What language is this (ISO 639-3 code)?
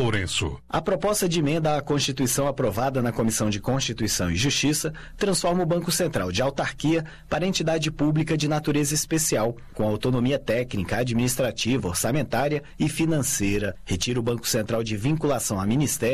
por